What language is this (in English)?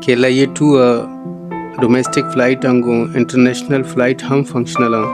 Baluchi